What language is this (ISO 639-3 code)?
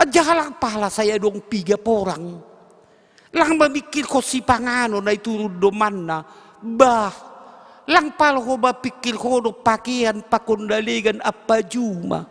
bts